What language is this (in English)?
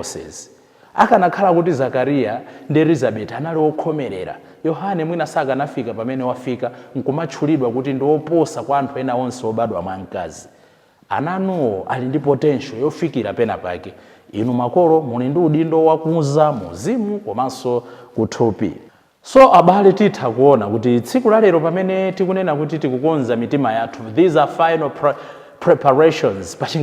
Nyanja